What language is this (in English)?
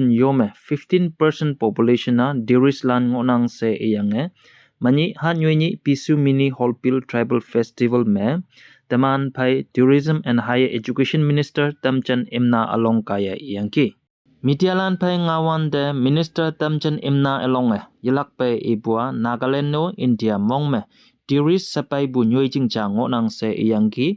Konyak Naga